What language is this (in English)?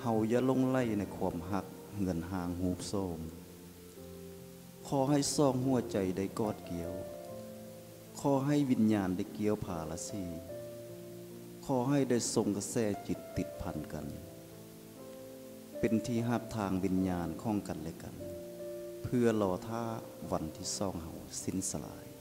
Lao